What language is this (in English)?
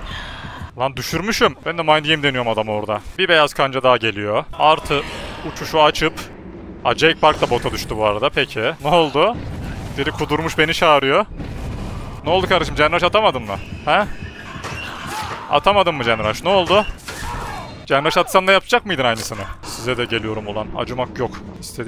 Turkish